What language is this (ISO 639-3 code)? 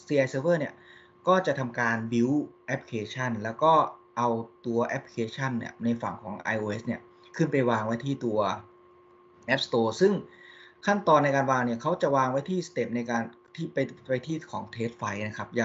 tha